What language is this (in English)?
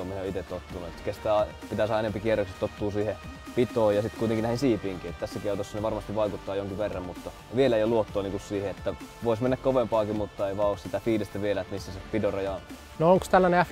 Finnish